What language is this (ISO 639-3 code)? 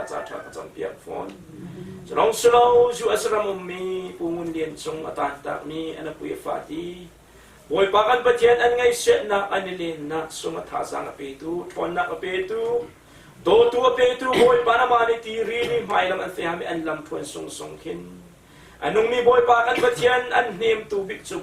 cnh